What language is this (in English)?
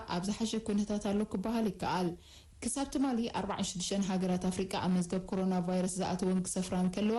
Tigrinya